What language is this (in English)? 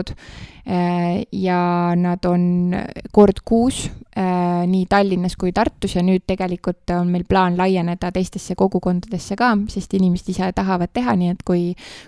Estonian